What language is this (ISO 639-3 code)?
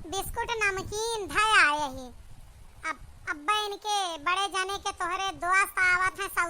awa